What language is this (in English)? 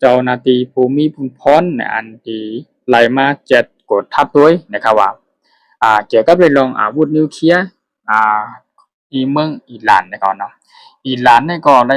Shan